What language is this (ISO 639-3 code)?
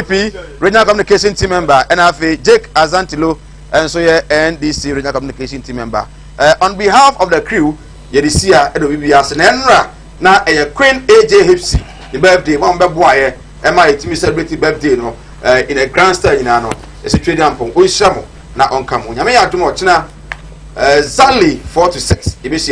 aka